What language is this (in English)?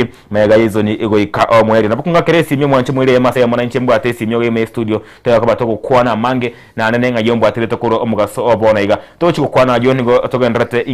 Gusii